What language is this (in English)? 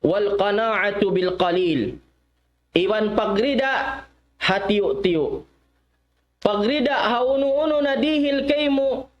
Tausug